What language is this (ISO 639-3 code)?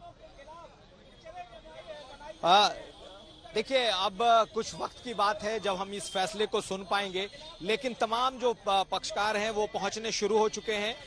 hin